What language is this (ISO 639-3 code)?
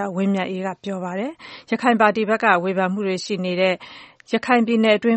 mya